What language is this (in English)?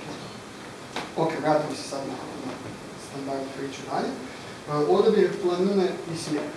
Croatian